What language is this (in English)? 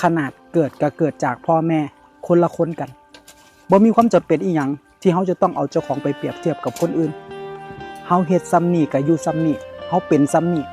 Northeastern Thai